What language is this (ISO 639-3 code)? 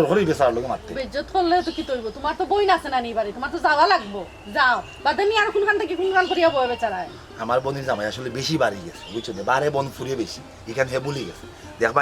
syl